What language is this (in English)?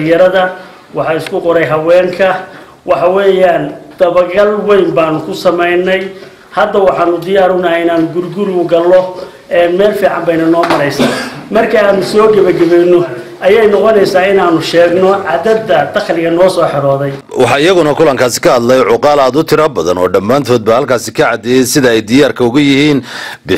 Somali